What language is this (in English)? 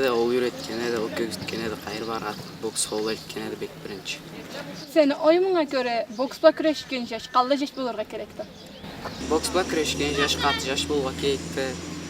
Karachay-Balkar